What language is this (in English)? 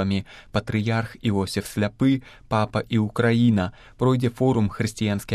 Belarusian